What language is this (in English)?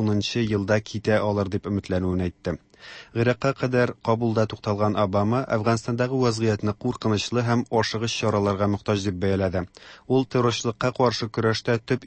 Tatar